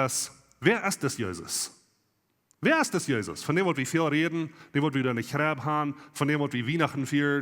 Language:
Plautdietsch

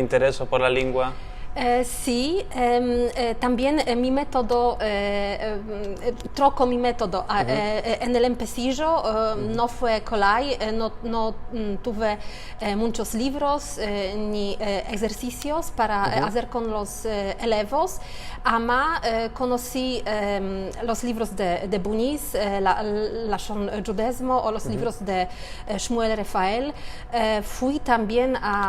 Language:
Ladino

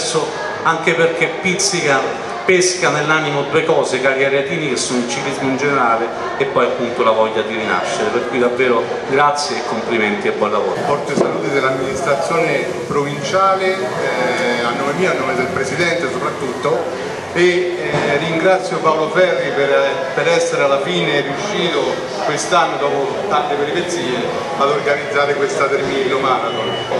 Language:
Italian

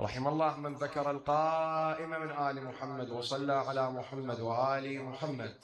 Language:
Mesopotamian Arabic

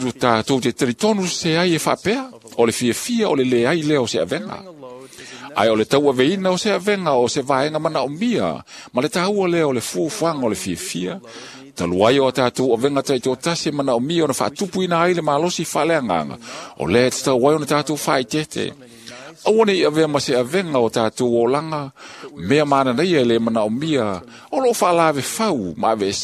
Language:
Samoan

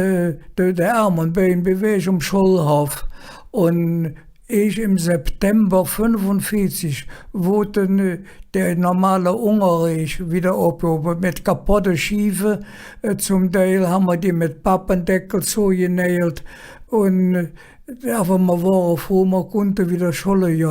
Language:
Colognian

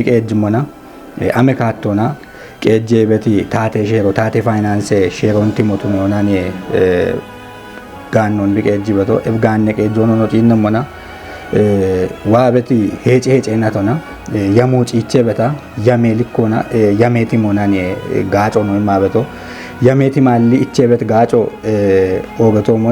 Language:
Kafa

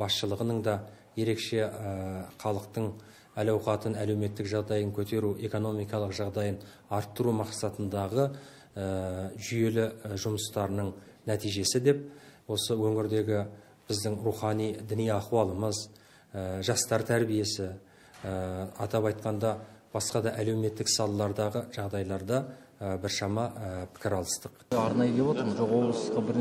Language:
Kazakh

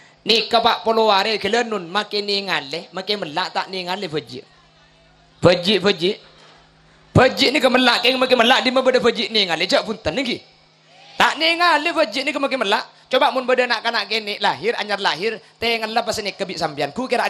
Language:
Madurese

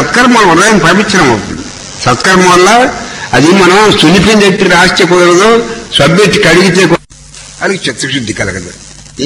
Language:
Telugu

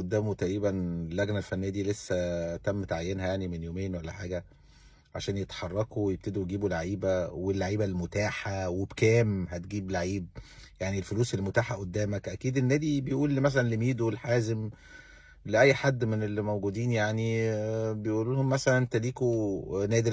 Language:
Egyptian Arabic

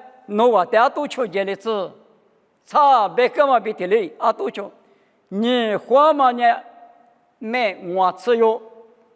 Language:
Lisu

